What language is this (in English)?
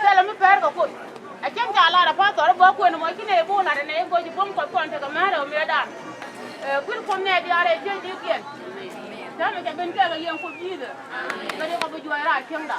Nuer